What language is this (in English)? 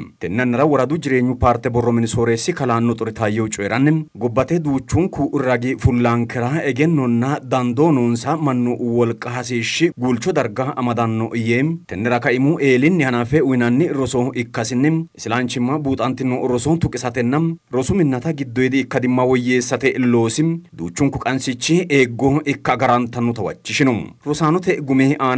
Sidamo